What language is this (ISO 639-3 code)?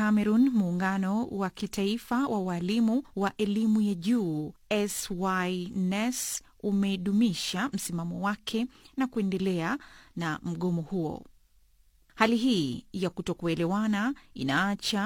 swa